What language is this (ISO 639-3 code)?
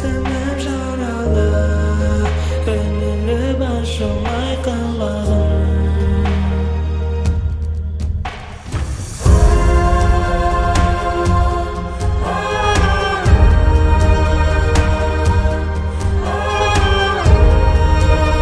kaz